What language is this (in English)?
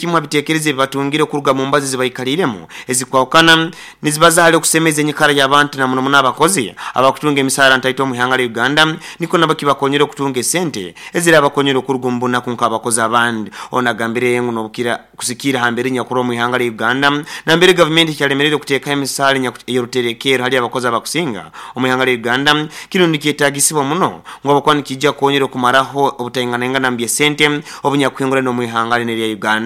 Nyoro